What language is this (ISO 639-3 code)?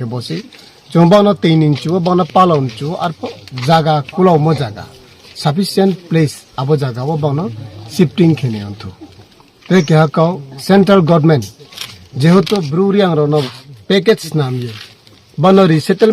ria